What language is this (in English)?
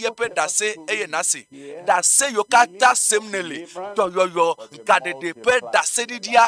Ewe